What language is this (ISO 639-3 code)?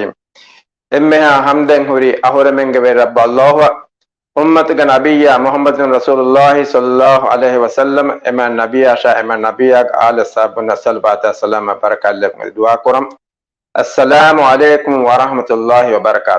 div